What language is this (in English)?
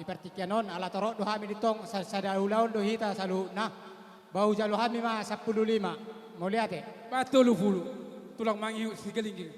Batak Toba